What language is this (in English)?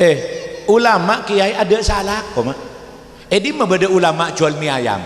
Madurese